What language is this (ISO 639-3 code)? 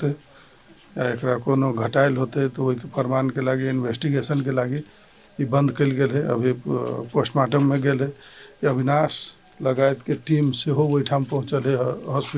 mai